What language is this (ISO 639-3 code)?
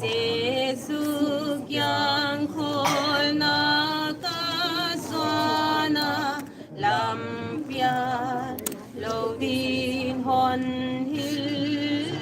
pck